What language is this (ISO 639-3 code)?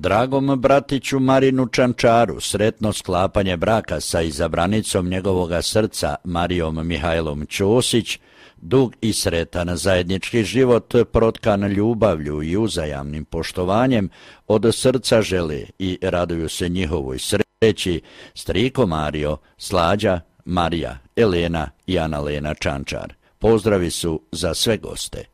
hrv